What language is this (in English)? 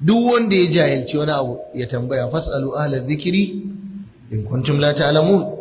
Hausa